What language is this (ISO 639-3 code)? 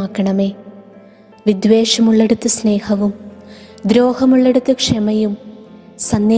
mal